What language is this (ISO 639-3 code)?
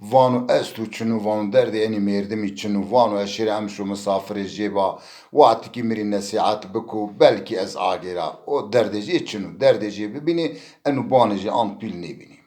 zza